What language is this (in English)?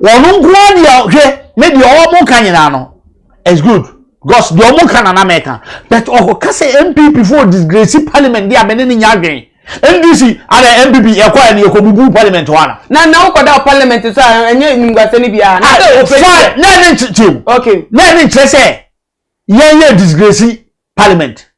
Akan